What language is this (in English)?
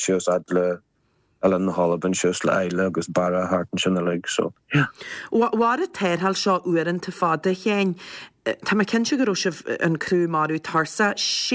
Irish